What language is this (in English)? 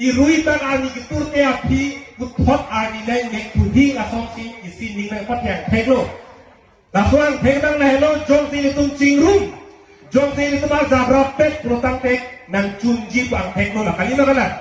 Karbi